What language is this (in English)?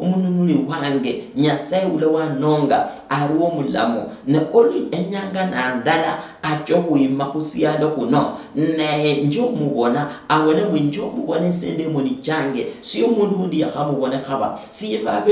Luyia